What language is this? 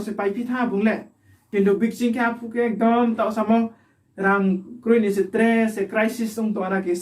Riang (India)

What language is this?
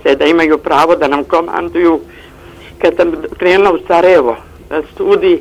Bosnian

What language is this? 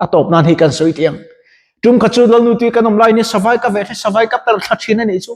Mizo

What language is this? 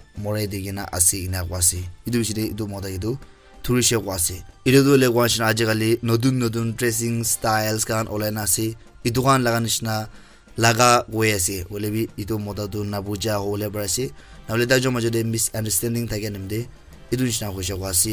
Naga Pidgin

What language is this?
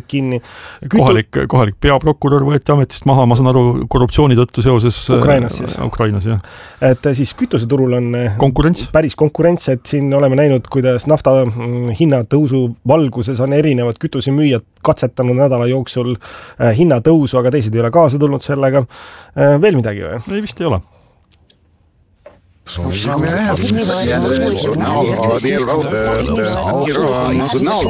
Estonian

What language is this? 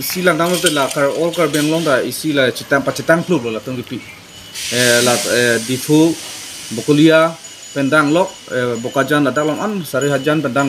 Karbi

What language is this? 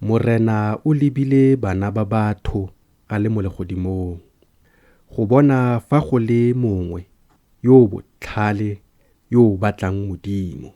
Tswana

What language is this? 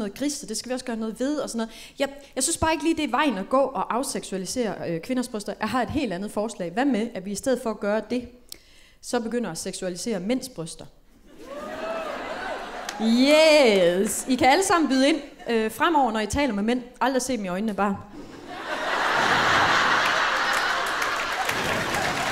Danish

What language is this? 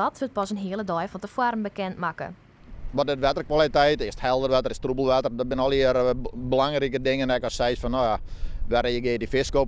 Western Frisian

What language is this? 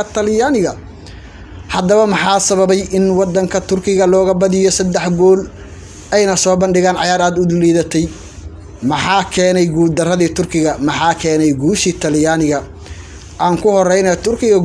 Somali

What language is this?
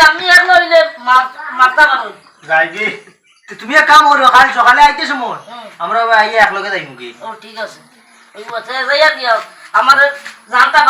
Sylheti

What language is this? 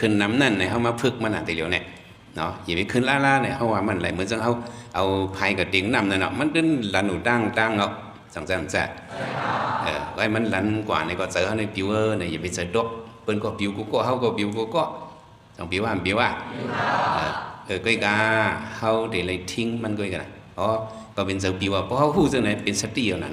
Shan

